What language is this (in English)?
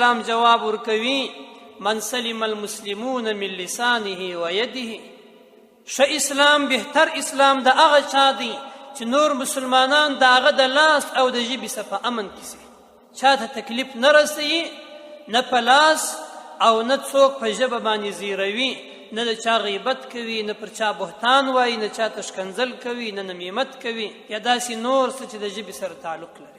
Pashto